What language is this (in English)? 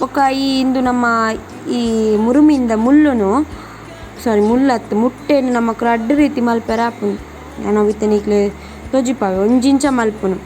Tulu